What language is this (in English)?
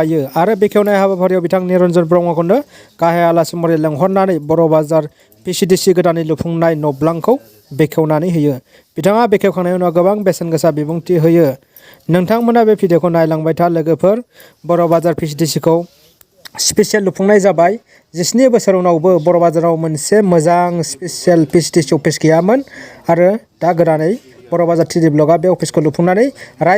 Bodo